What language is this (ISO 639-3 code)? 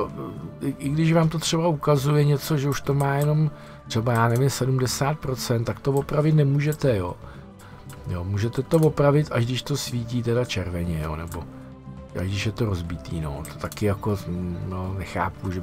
ces